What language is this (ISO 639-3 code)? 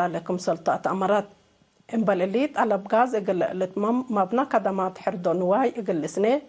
tig